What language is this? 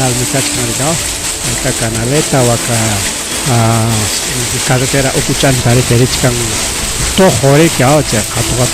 Ayacucho Quechua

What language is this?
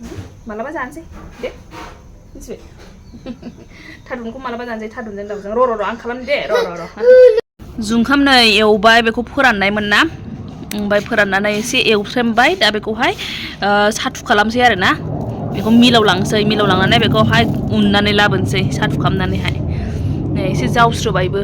Bodo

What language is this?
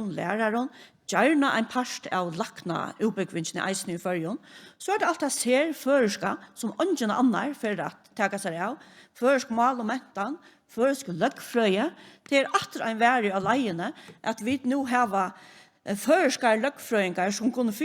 Faroese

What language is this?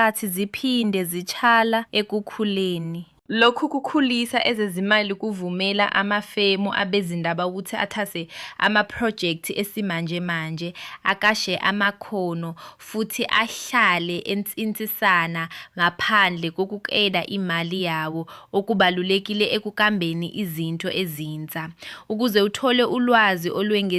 Zulu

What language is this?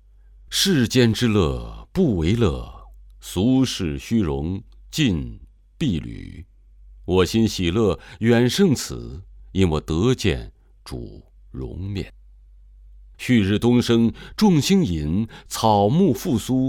Chinese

